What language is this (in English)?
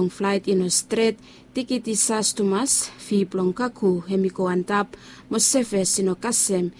Bislama